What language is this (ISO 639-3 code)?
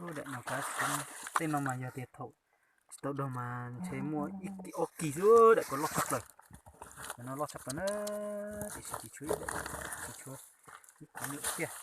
hmn